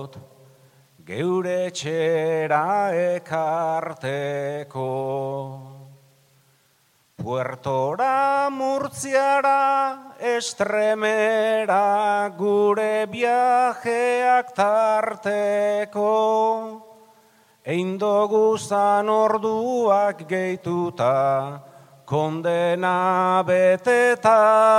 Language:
Basque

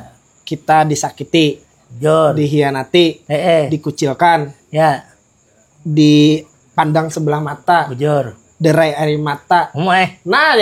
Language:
Banjar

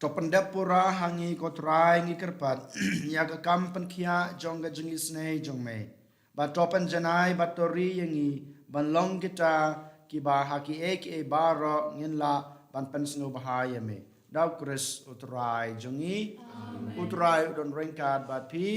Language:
Khasi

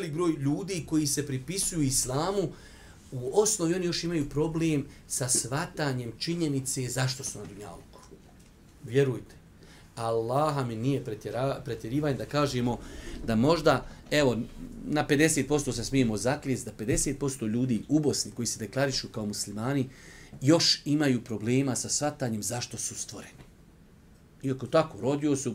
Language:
Bosnian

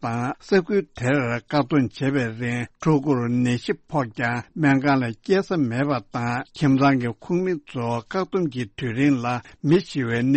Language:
Tibetan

